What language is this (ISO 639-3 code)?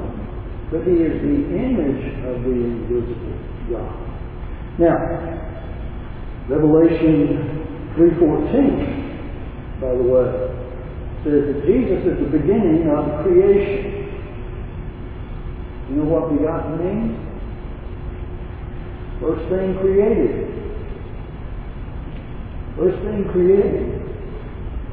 eng